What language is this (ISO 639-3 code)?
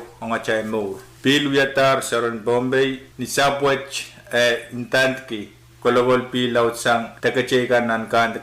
pon